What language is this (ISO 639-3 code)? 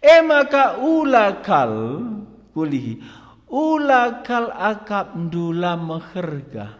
btx